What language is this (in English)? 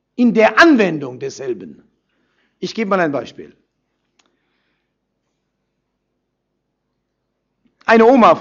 German